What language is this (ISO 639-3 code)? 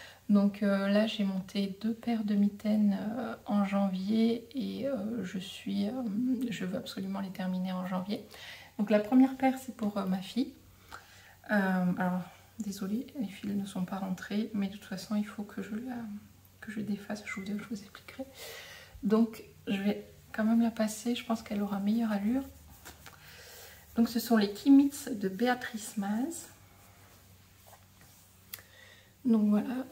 fra